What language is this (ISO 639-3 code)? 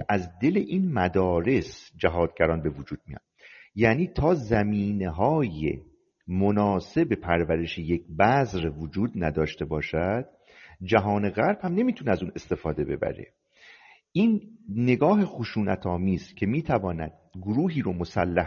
fas